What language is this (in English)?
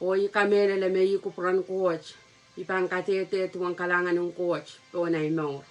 Pohnpeian